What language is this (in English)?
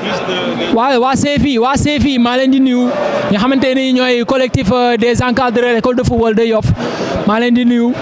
Wolof